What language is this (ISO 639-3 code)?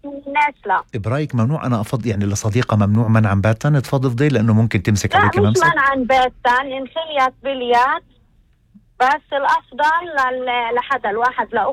apc